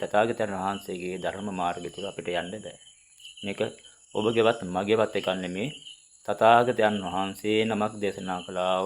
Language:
Sinhala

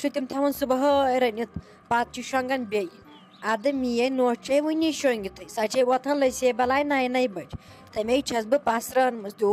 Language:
Kashmiri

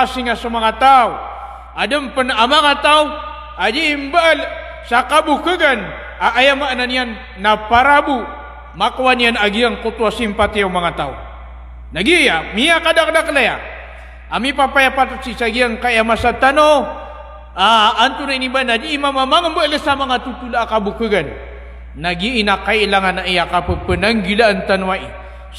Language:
Maranao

